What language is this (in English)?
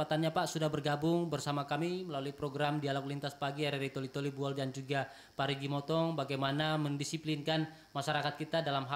Indonesian